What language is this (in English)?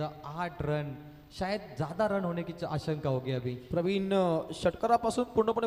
Marathi